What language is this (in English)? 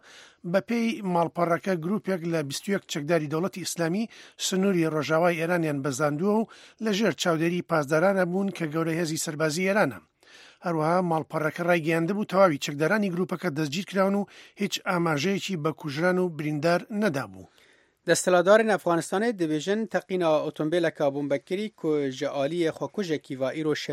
Central Kurdish